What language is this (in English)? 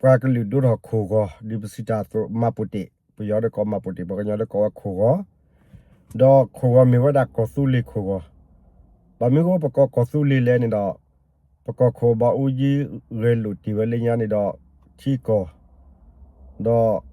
S'gaw Karen